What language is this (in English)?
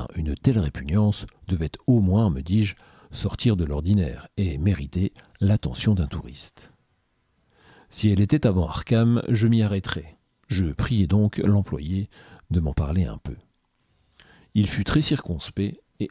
French